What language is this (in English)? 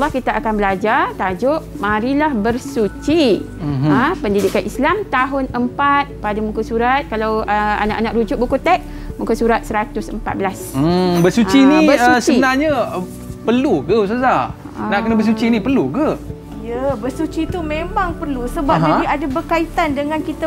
Malay